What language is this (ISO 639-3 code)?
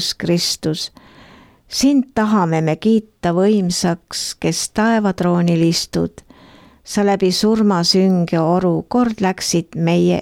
est